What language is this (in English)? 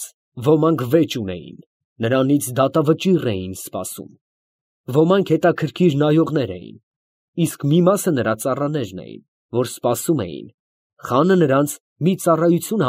Armenian